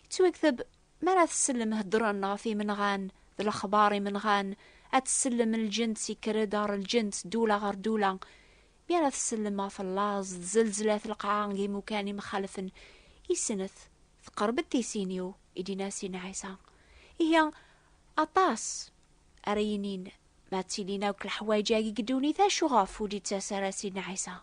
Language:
Kabyle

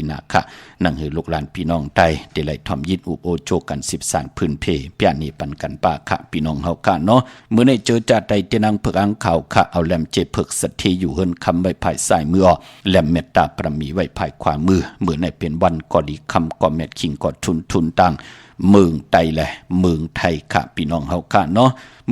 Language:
Shan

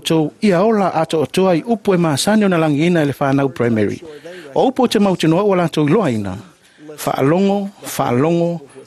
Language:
Samoan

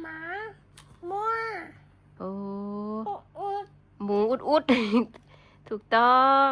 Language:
Northeastern Thai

